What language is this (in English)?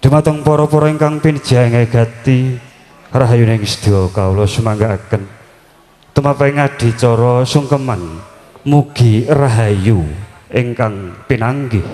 Javanese